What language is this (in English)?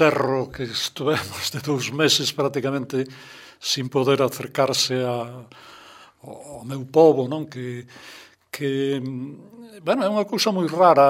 Galician